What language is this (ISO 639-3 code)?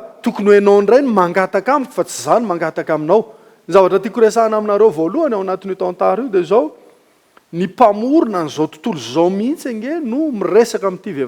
mlg